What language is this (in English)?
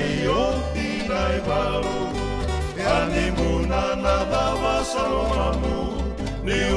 Fijian